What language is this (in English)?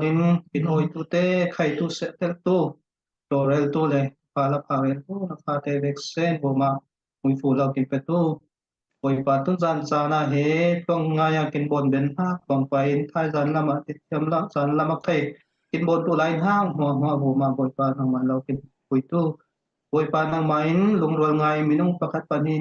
Falam Chin